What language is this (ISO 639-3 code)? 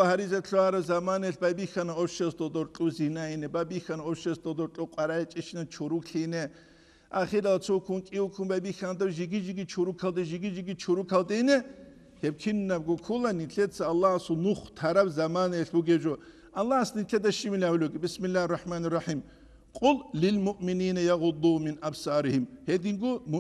ava